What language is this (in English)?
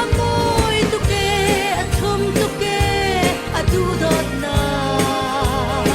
Falam Chin